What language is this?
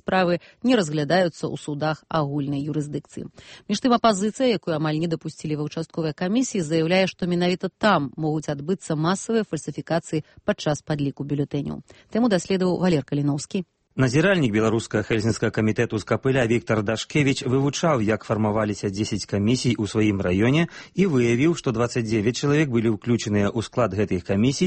Belarusian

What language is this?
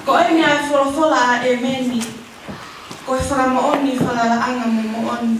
Tongan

